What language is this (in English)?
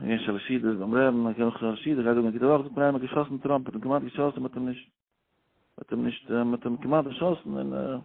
Yiddish